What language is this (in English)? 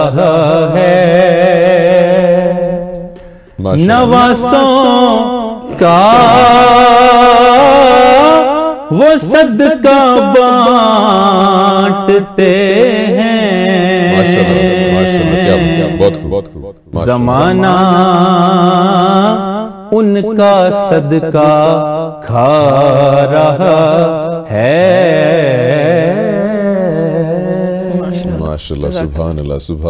Urdu